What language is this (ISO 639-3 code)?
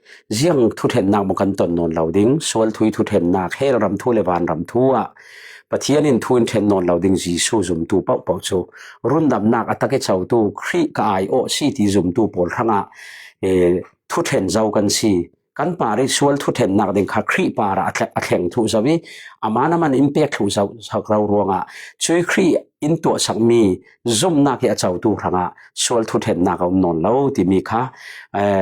cfm